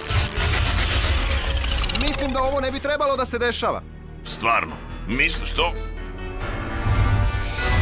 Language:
Serbian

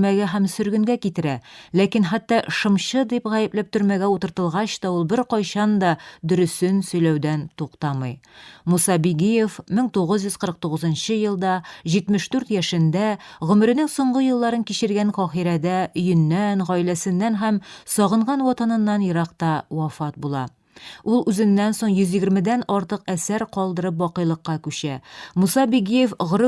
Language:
Tatar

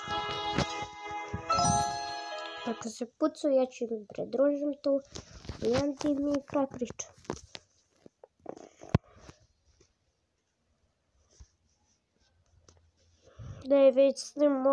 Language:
Croatian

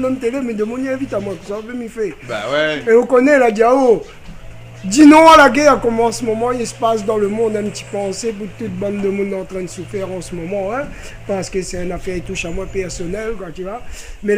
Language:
Réunion Creole French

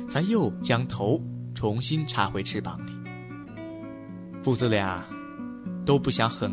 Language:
Chinese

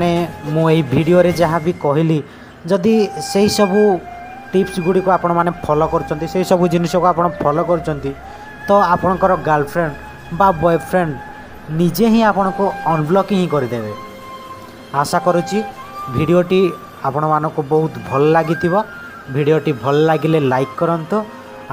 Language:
Odia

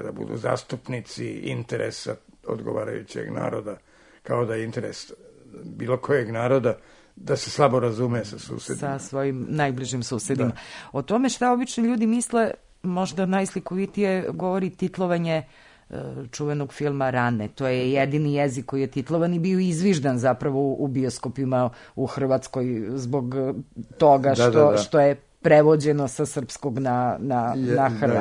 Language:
Serbian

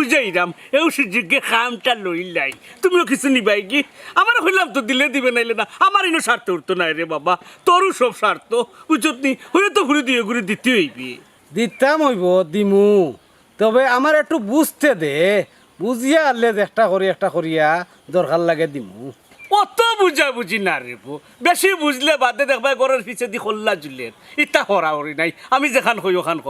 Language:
Sylheti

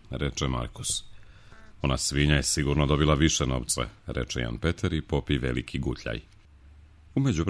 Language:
Serbian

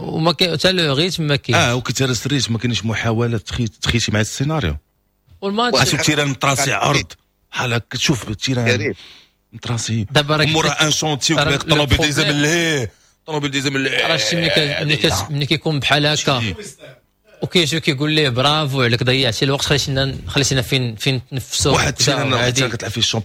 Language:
Moroccan Arabic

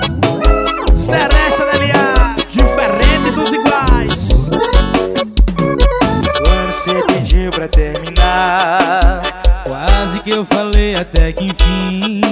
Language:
Portuguese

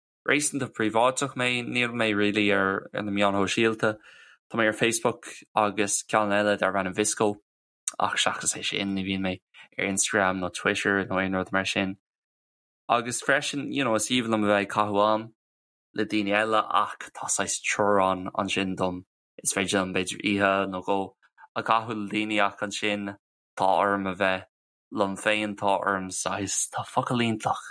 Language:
Irish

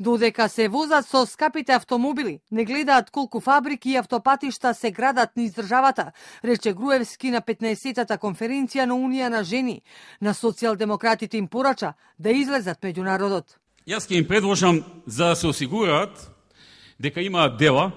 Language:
Macedonian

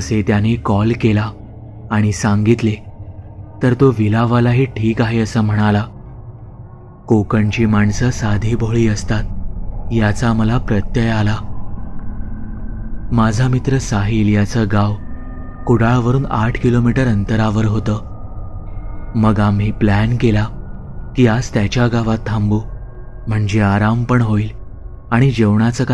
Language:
Marathi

